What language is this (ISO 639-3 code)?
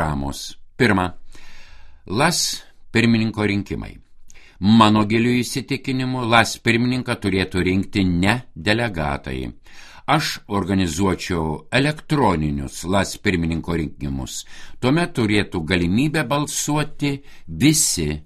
lit